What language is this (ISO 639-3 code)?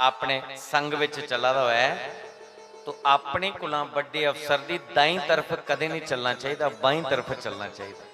doi